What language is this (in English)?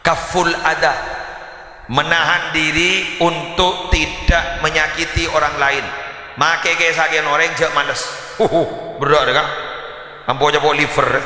Madurese